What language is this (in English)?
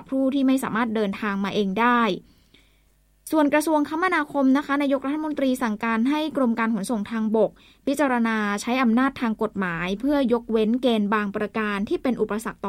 Thai